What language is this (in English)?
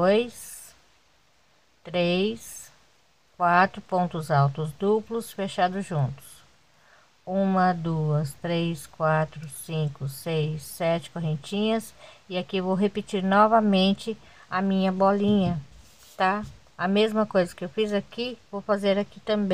Portuguese